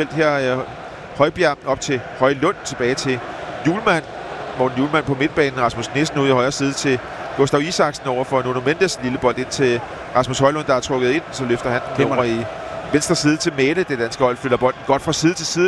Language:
Danish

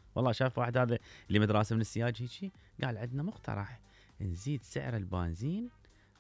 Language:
Mesopotamian Arabic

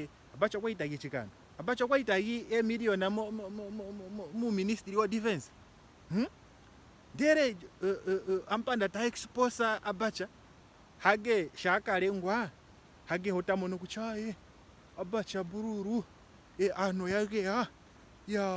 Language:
Ndonga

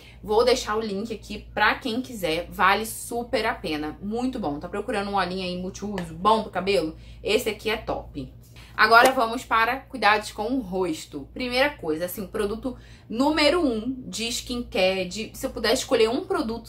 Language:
Portuguese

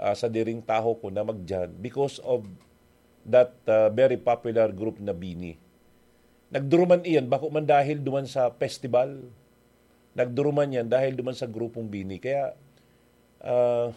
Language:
Bikol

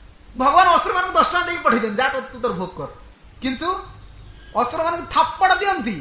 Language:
Odia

